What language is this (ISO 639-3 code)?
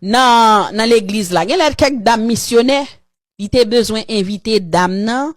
hat